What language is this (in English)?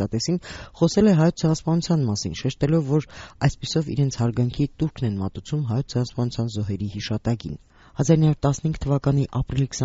Armenian